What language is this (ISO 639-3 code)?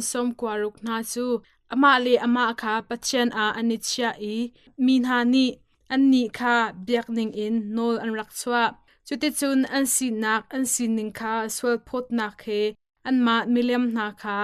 cnh